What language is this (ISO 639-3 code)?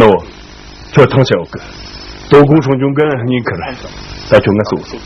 bod